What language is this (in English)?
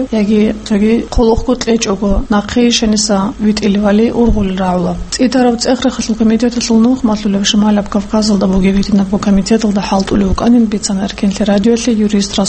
Avaric